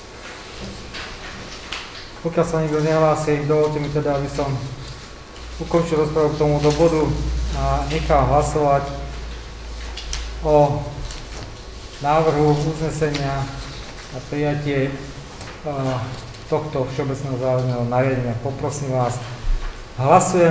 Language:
Slovak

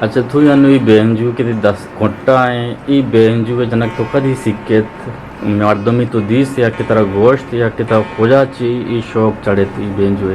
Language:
Eastern Balochi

